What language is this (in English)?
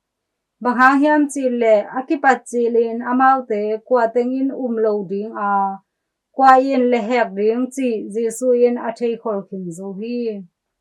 Tedim Chin